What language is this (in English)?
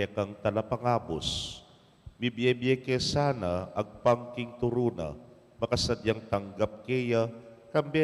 Pampanga